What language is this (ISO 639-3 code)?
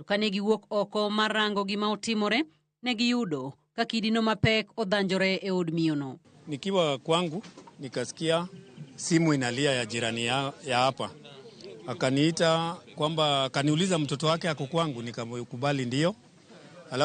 luo